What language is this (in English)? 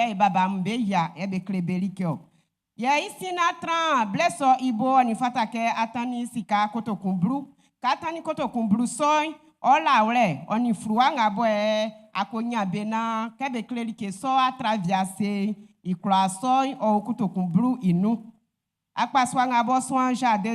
Baoulé